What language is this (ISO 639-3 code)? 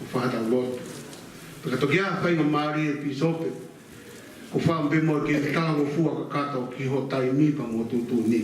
ton